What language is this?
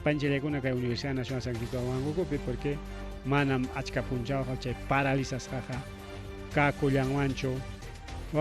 Ayacucho Quechua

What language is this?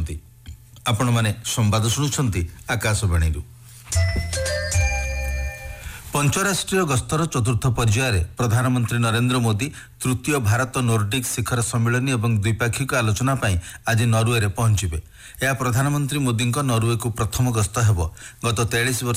Odia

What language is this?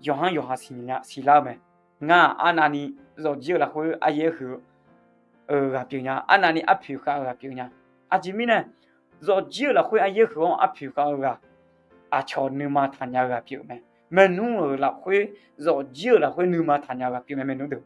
Akha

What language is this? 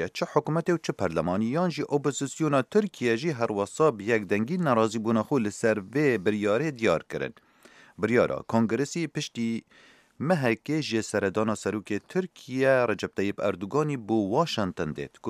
Kurdish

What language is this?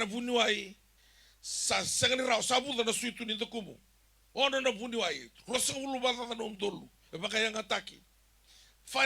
Fijian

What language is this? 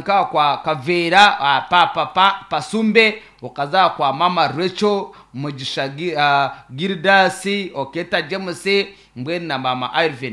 Nyankole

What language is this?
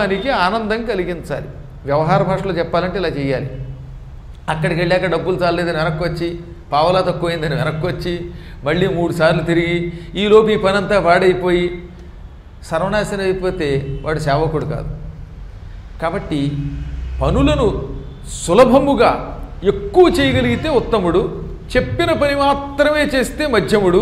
Telugu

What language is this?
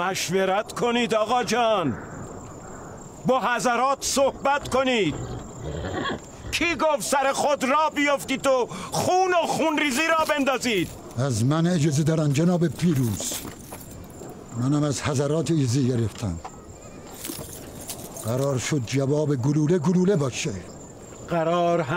Persian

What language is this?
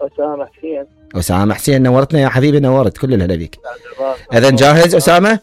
Mesopotamian Arabic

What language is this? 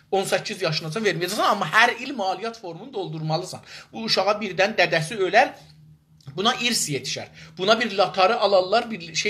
South Azerbaijani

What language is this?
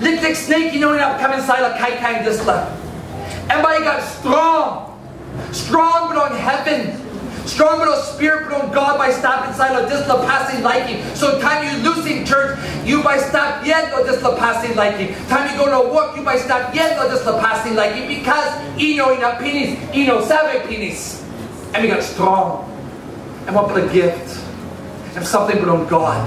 Tok Pisin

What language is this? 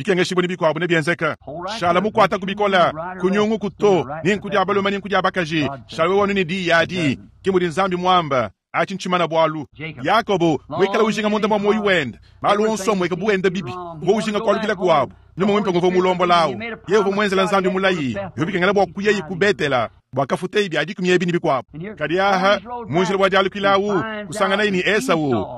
Luba-Lulua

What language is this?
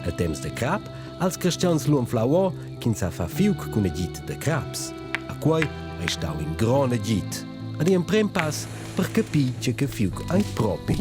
Romansh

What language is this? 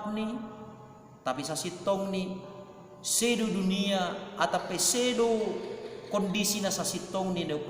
Batak Simalungun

